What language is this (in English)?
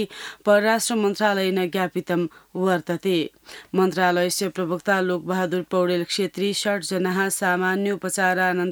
Sanskrit